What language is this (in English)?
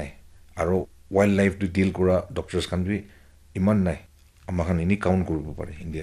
Naga Pidgin